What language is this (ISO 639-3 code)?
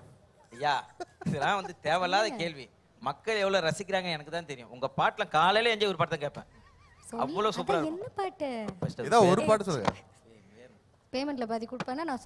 tam